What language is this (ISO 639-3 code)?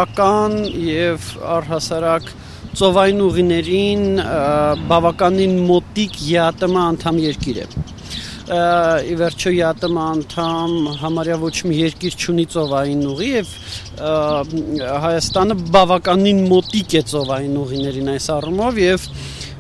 hye